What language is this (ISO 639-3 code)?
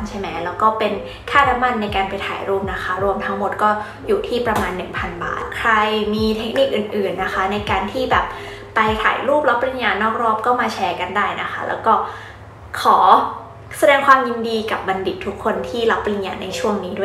tha